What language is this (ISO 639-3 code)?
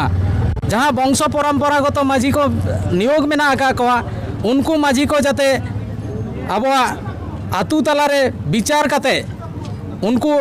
sat